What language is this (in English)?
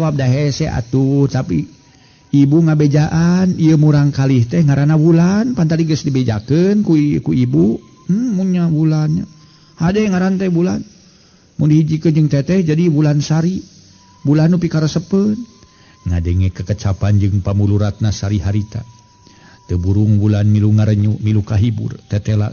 Sundanese